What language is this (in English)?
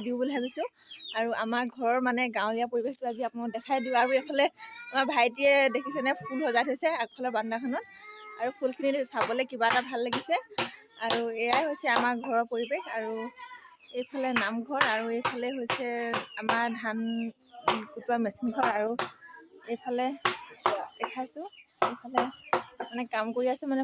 Assamese